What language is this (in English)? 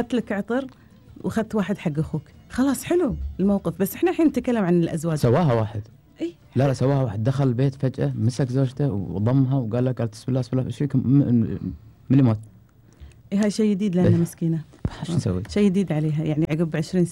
Gulf Arabic